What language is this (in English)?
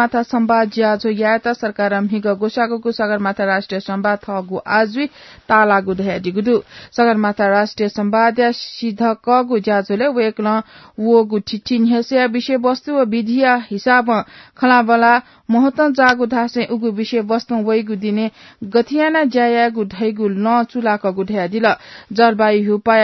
Newari